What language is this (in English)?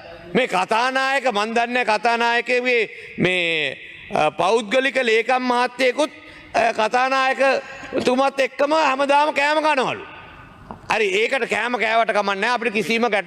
Sinhala